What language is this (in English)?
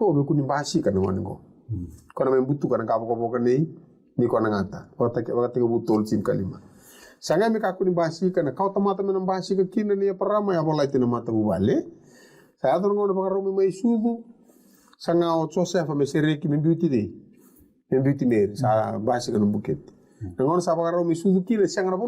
Fijian